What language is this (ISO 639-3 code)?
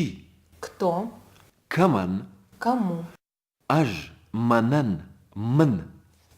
oss